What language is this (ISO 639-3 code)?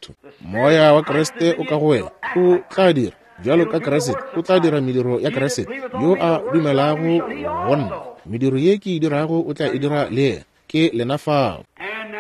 nso